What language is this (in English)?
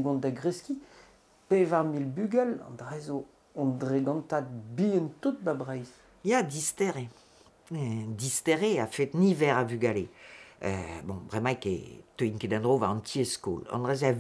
Breton